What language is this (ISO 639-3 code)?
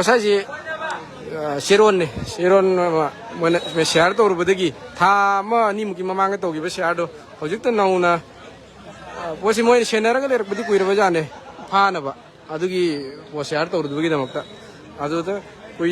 mni